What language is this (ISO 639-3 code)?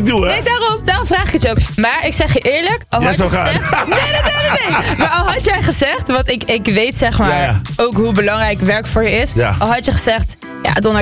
nld